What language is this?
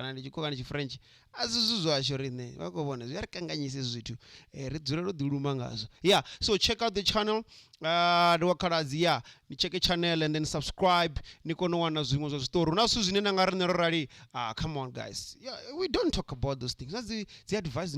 Venda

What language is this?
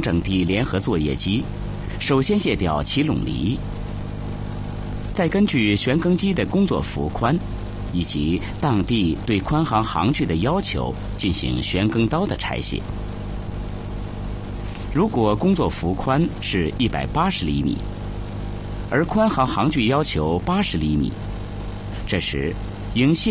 Chinese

